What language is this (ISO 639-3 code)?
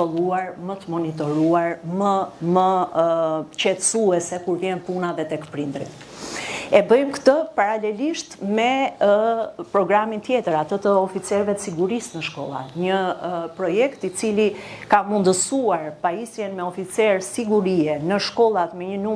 sqi